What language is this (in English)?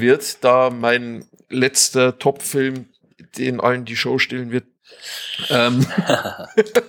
German